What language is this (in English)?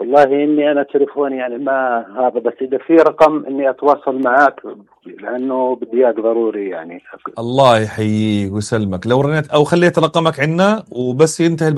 North Levantine Arabic